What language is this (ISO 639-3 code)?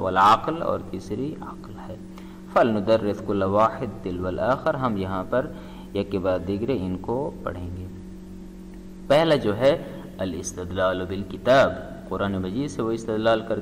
urd